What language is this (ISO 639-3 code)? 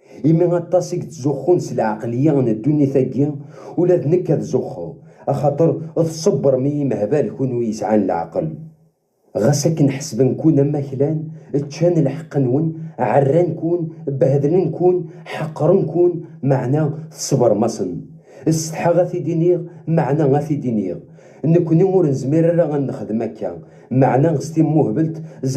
kab